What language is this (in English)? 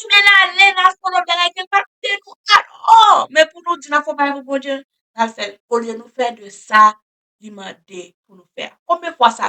Haitian Creole